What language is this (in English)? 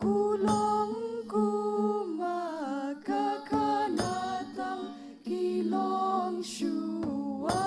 Khasi